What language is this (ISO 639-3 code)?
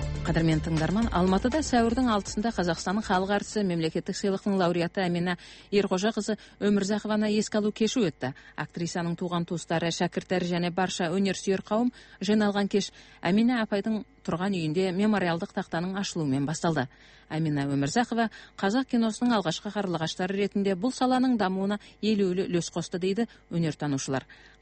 kaz